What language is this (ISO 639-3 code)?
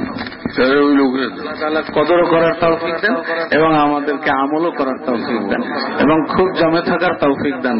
ben